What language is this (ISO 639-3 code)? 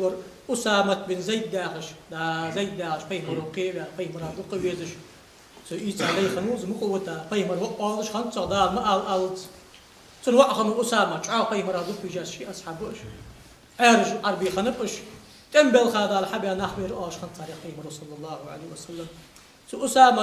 inh